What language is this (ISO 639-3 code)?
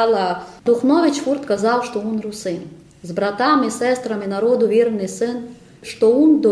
rue